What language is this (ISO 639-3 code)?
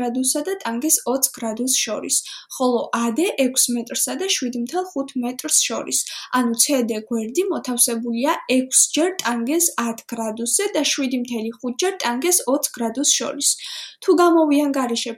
kat